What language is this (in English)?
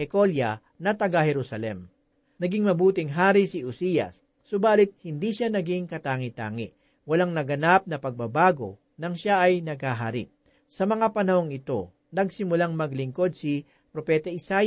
Filipino